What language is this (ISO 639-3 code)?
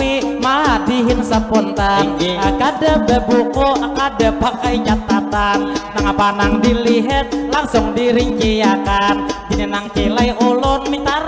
bjn